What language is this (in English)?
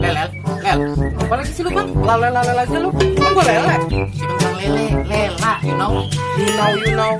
Betawi